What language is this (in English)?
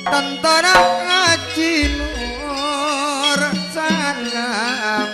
Madurese